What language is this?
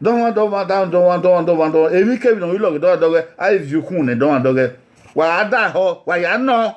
Bini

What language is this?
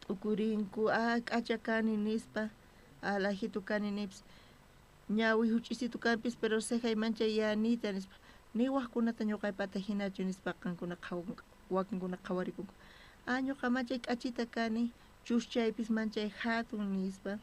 South Bolivian Quechua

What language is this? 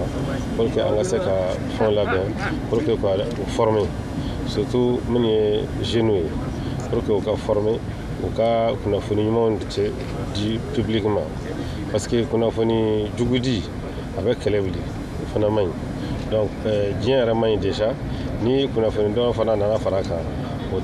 Bambara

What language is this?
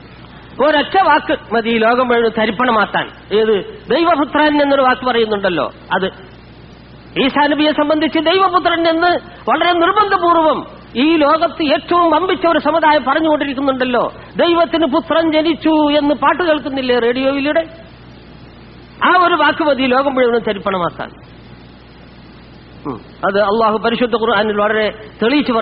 Malayalam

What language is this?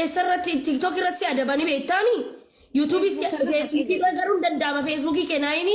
Oromo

